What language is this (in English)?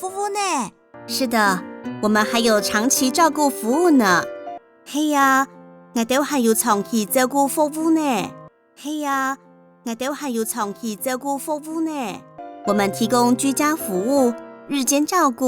Hakka Chinese